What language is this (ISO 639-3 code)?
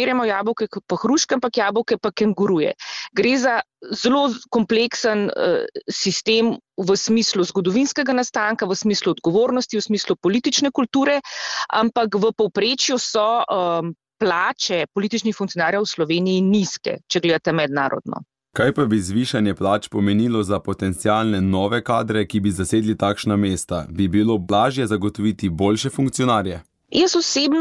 slv